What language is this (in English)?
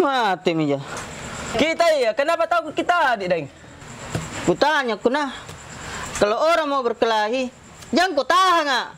Makassar Malay